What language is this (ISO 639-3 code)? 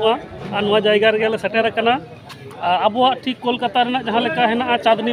sat